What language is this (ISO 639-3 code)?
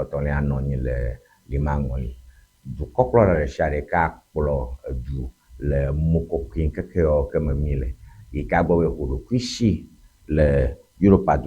ewe